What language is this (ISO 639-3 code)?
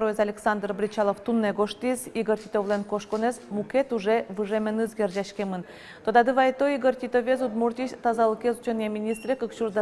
udm